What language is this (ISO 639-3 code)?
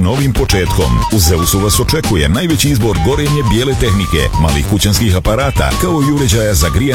hrv